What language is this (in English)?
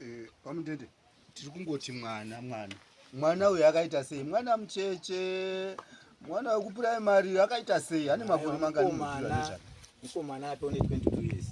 Shona